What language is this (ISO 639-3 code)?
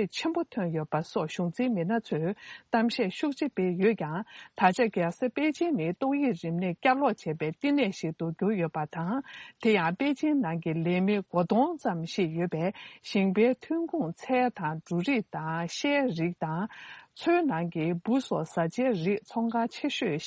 bod